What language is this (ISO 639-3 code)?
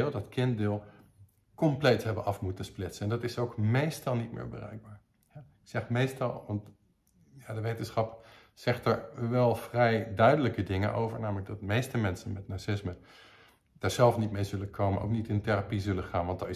nld